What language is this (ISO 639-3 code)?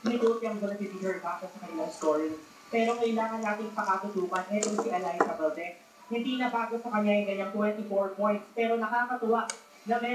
fil